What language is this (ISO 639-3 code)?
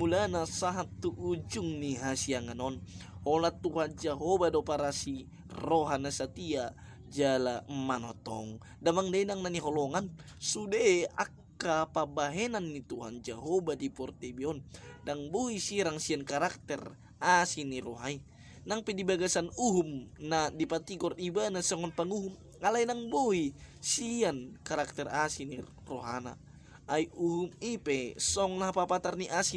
bbc